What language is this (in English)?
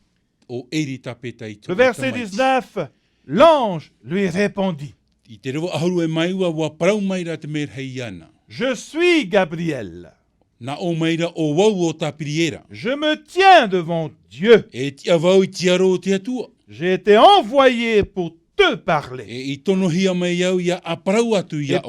Tahitian